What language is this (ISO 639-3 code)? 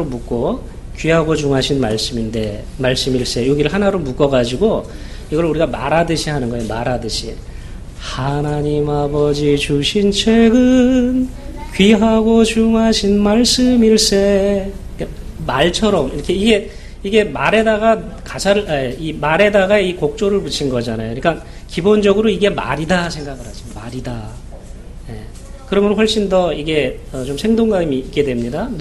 kor